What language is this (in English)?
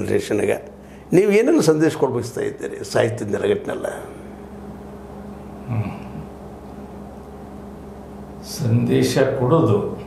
Kannada